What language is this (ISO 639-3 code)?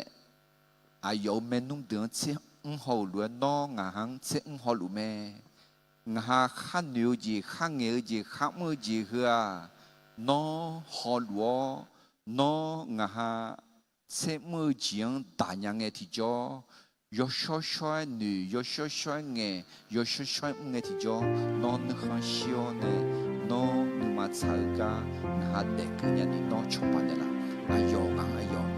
ahk